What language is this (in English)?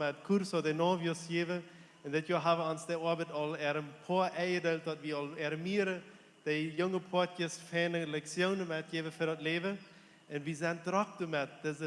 Plautdietsch